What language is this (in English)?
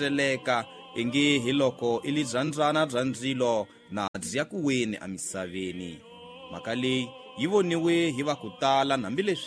Tsonga